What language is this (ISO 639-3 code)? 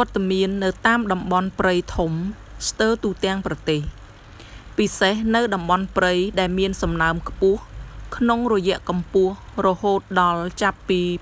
khm